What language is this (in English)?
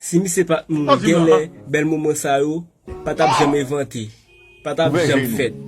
Haitian Creole